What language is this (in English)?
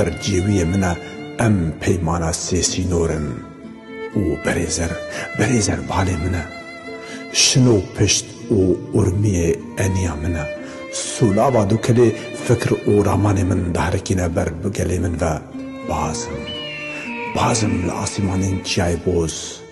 Kurdish